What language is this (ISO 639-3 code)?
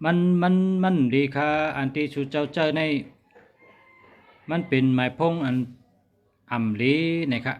shn